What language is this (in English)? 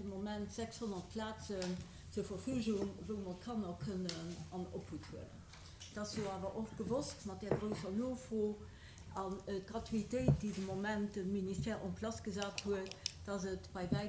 Luxembourgish